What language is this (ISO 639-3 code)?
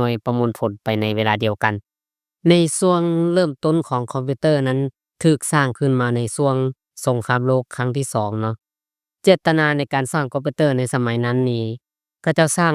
lao